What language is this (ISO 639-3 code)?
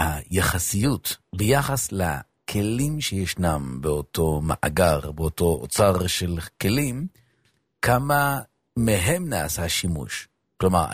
heb